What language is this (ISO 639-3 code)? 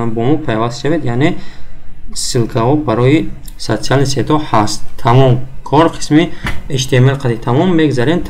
tgk